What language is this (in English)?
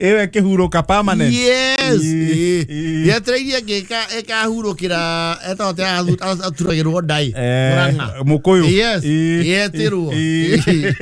Kikuyu